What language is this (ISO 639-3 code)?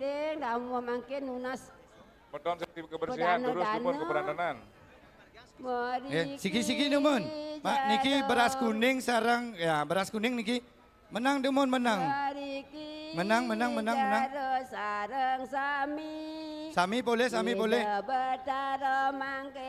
ban